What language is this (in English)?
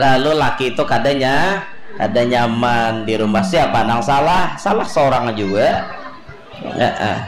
Banjar